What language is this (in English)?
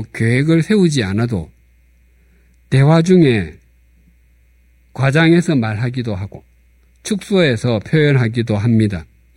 Korean